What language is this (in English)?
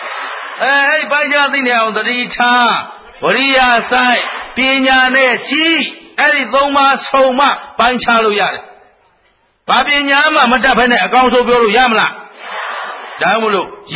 Burmese